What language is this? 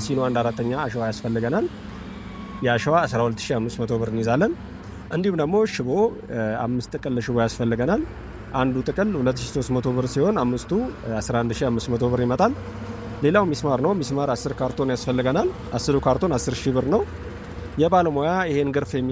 Amharic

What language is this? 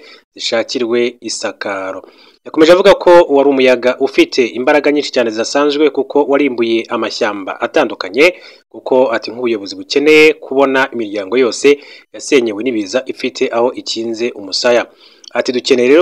Kinyarwanda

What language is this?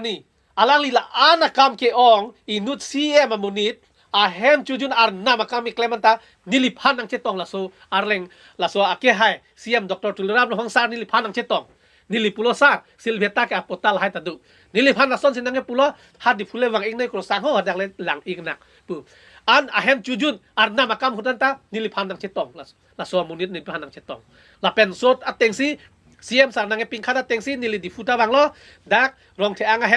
Karbi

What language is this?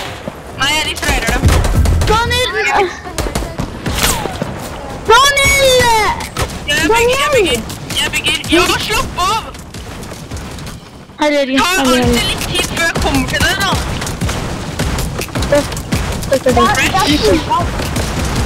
Norwegian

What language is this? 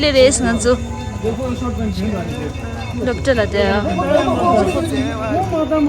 Tibetan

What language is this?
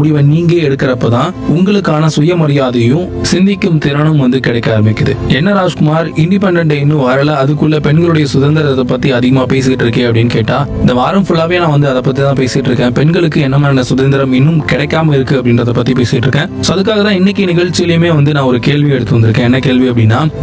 Tamil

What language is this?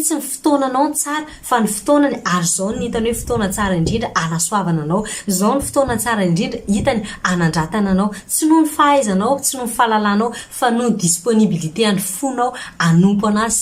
Malagasy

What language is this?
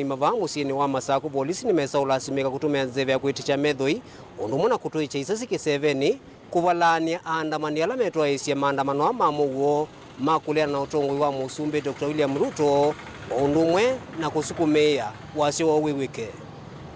Kamba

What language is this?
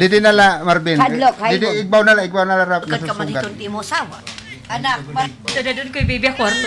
Waray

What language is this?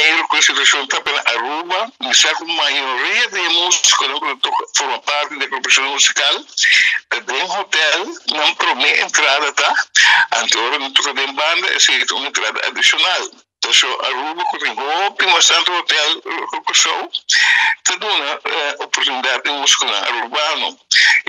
Papiamento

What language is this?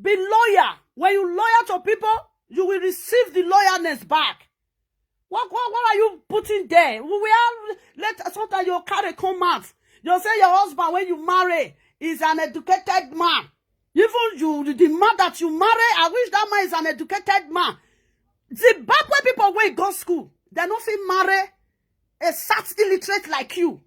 Nigerian Pidgin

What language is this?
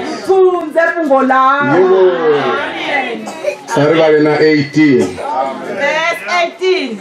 Venda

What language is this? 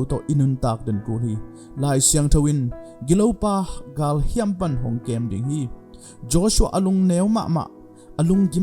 Tedim Chin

